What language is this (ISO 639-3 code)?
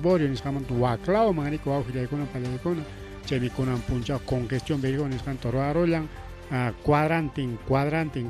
quy